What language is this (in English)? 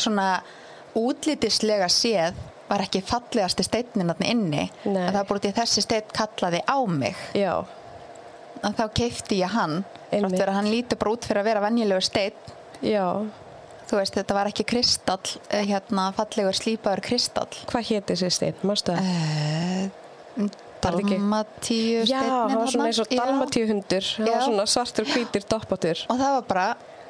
Icelandic